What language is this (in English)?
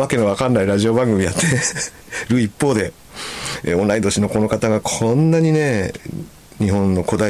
Japanese